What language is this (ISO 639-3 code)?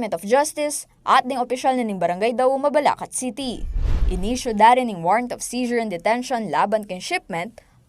pam